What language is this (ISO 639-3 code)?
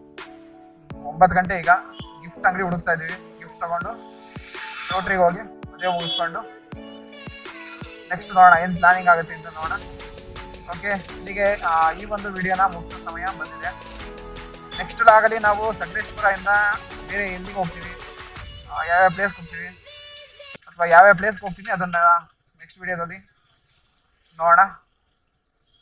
kan